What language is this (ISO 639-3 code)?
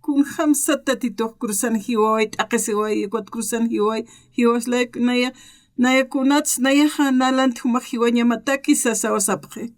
aym